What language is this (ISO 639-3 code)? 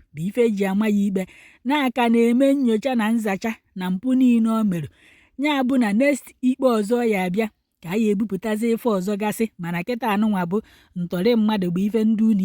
ibo